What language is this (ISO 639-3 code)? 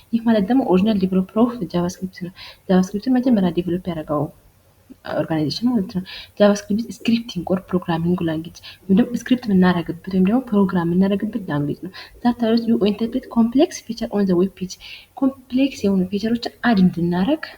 amh